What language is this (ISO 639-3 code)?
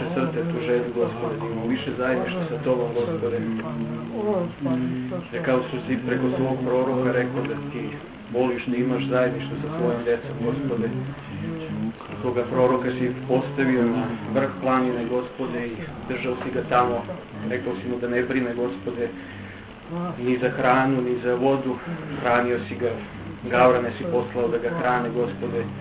bos